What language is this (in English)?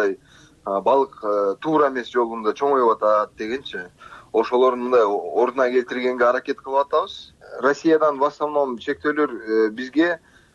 Kyrgyz